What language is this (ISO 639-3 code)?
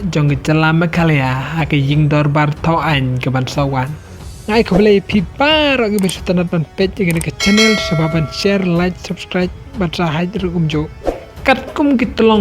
kha